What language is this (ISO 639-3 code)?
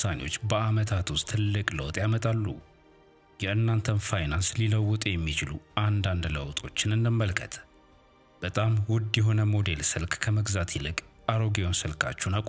amh